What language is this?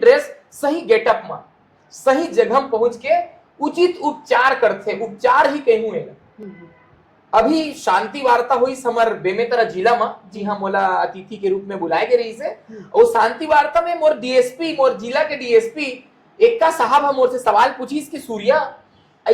Chhattisgarhi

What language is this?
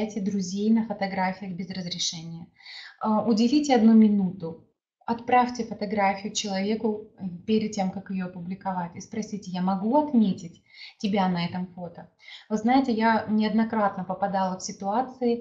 Russian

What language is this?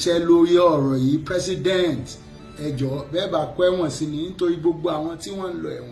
Yoruba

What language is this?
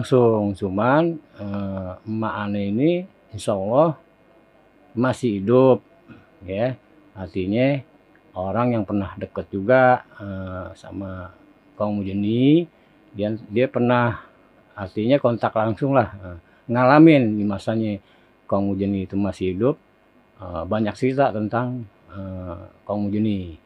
Betawi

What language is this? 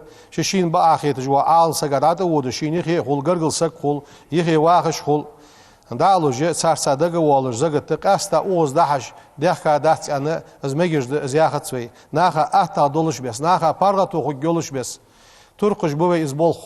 Ingush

